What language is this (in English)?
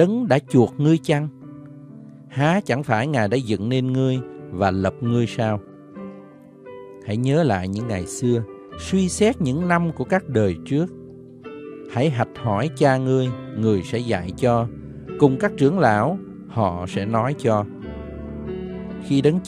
Vietnamese